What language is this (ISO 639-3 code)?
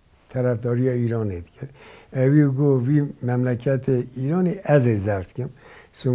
kur